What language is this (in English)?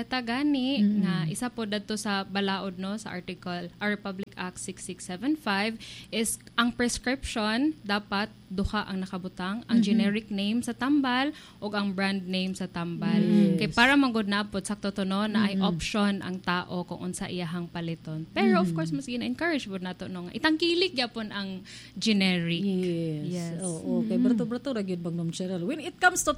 Cebuano